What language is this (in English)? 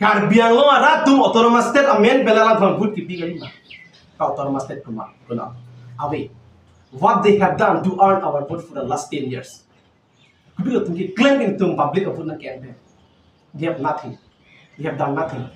Karbi